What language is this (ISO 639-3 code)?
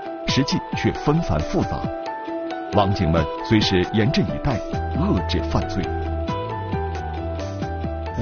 zho